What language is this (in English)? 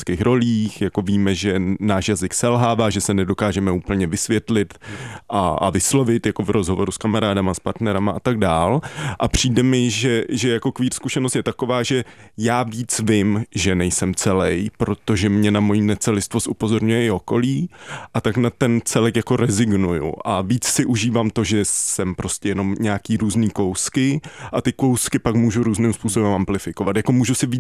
Czech